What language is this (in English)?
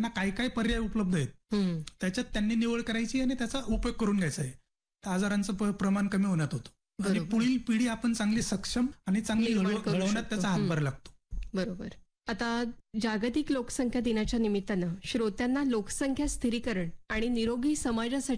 Marathi